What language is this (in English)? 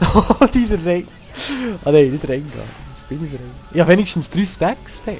Swiss German